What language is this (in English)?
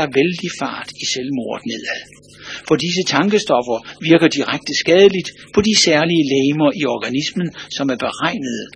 Danish